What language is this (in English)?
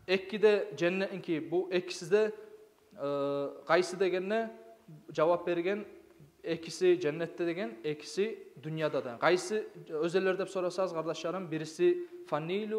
Kumyk